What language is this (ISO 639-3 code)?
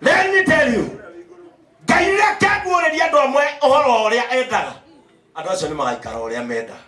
kik